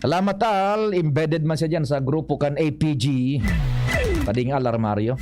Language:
Bikol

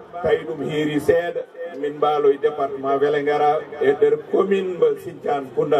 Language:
Fula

